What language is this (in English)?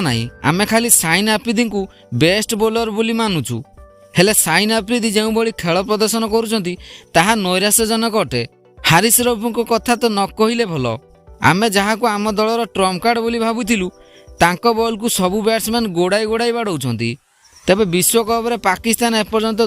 Odia